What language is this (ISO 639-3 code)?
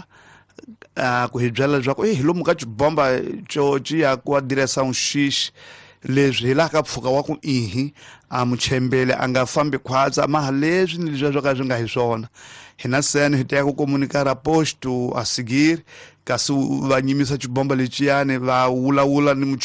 tso